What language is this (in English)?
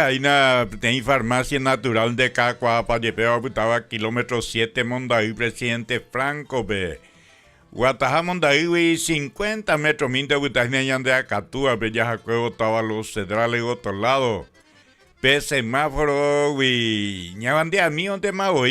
Guarani